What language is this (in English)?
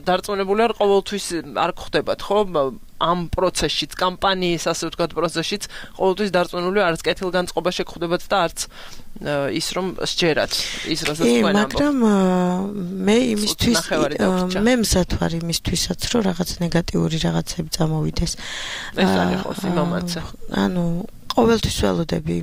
Georgian